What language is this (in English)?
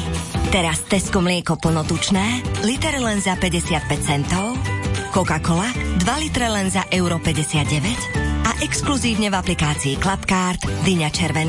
Slovak